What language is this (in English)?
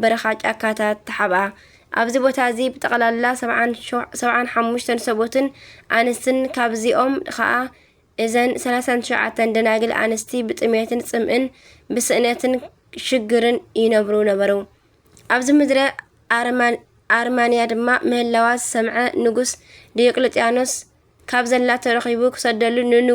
Tigrinya